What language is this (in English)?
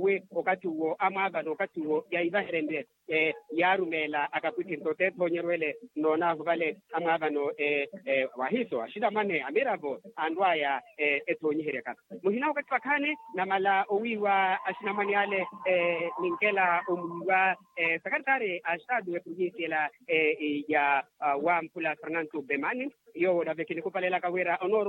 Makhuwa